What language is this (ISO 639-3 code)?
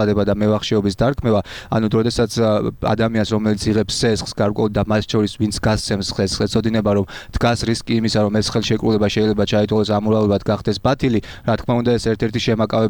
kat